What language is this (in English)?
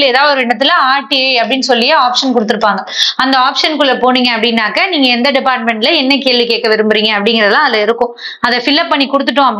Tamil